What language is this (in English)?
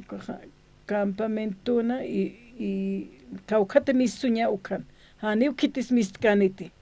Aymara